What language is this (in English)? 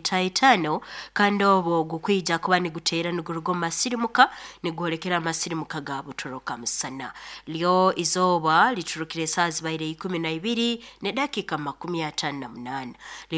Nyoro